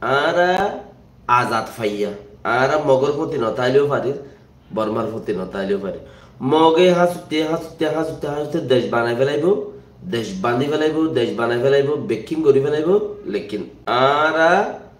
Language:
Rohingya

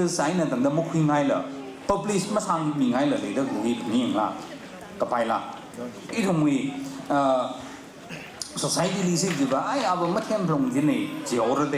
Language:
Tangkhul Naga (India)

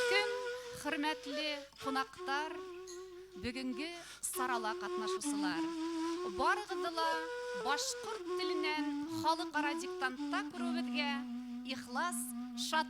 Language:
Bashkir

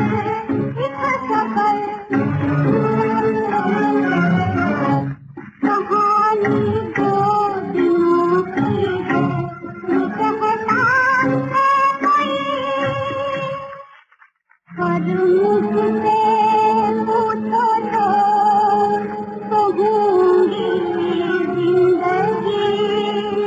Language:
Hindi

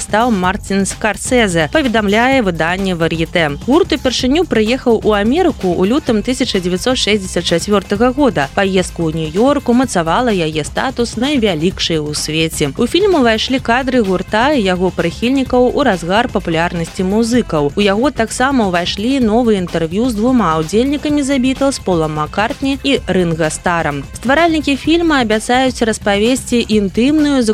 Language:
Belarusian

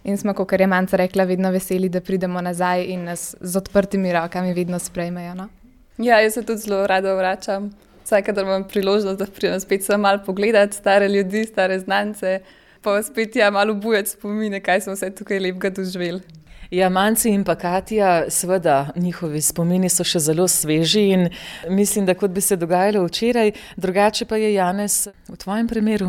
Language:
Slovenian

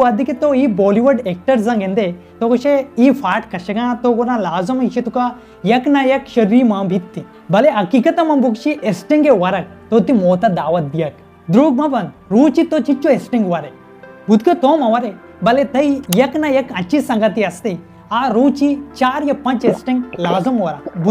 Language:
Baluchi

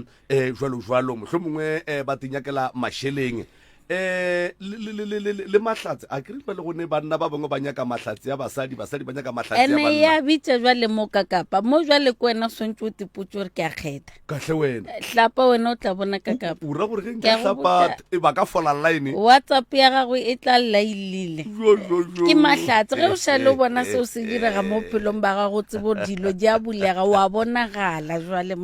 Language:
Northern Sotho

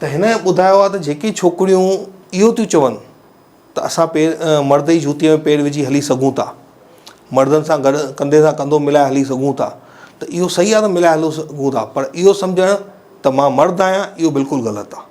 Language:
Sindhi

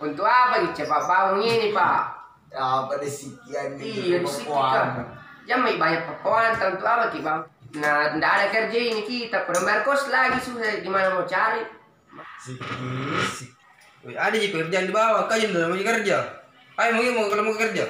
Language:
Makassar Malay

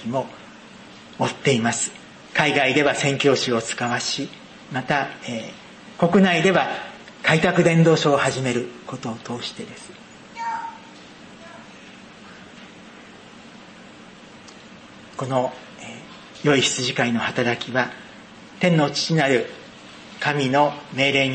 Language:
Japanese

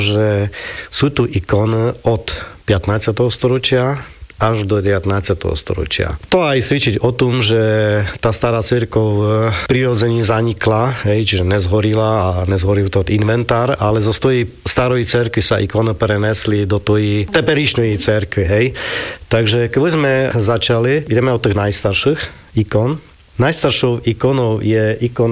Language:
Slovak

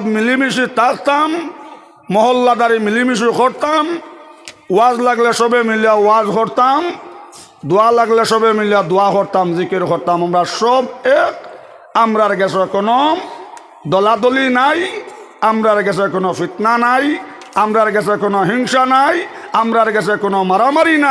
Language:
Sylheti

